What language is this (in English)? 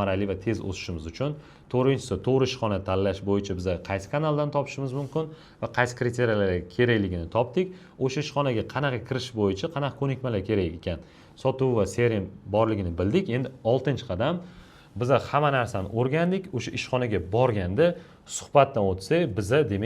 Uzbek